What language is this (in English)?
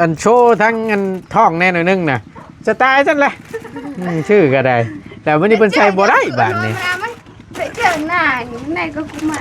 Northeastern Thai